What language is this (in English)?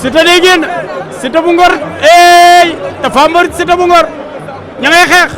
Wolof